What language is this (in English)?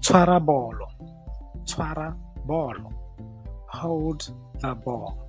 Tswana